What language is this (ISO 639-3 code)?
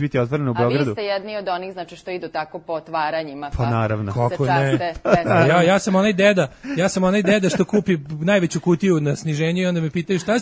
srp